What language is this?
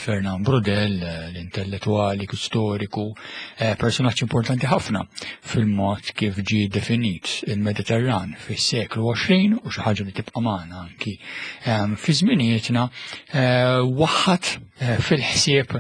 Maltese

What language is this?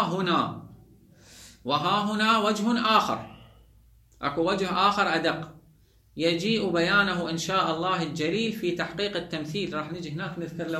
Mesopotamian Arabic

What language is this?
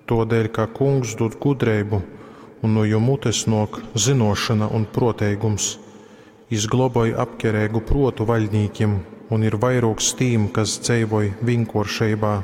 Latgalian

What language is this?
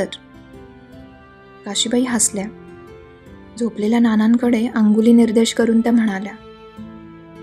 Marathi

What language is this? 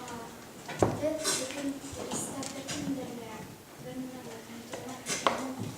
Bashkir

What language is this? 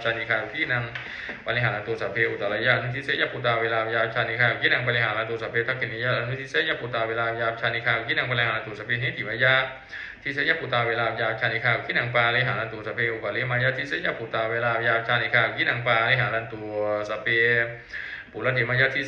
Pali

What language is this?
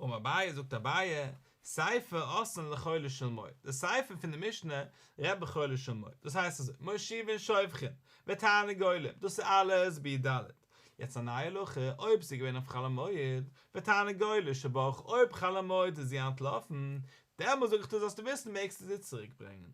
Yiddish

